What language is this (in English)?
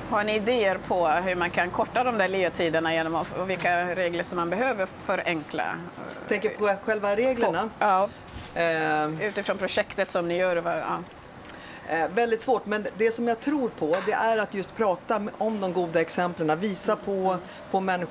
Swedish